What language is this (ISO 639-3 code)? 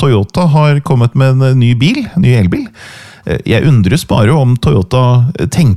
nor